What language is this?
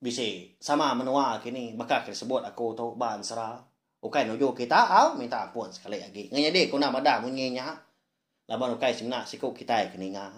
Iban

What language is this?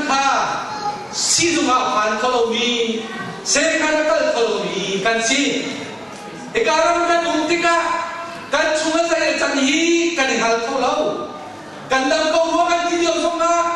Hakha Chin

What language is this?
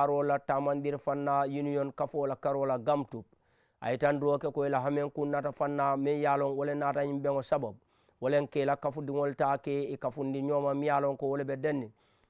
Mandingo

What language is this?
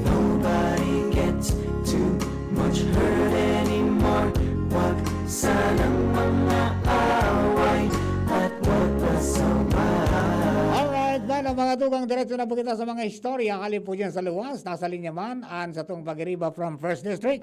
Bikol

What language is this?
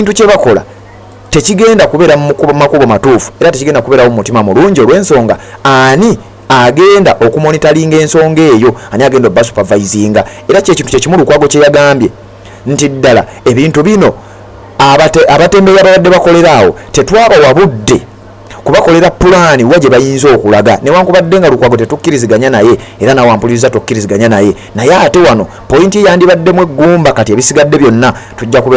Ganda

